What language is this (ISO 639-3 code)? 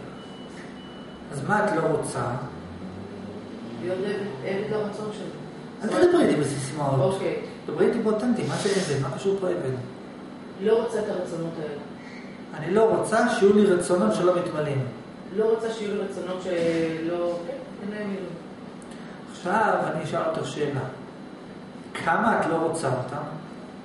heb